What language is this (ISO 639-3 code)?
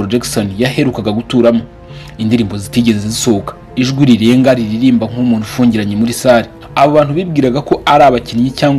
kin